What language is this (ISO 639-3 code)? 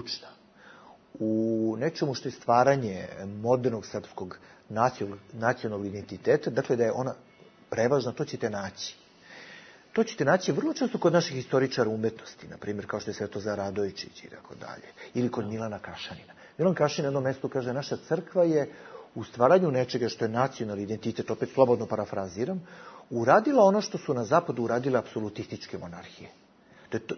bos